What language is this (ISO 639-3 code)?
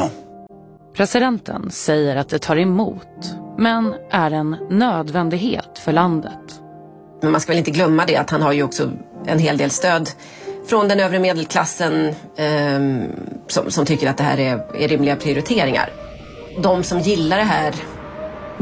swe